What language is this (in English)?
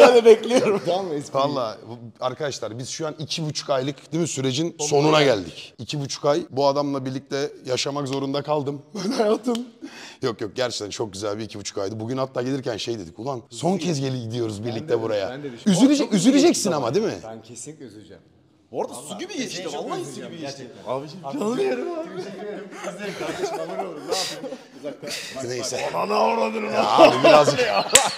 Turkish